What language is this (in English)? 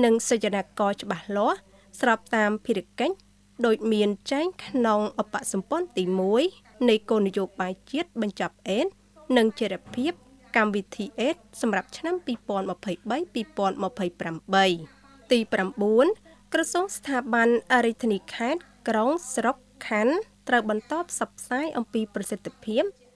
Khmer